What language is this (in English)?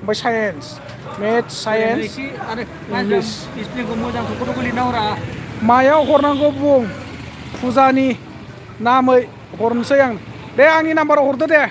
Bodo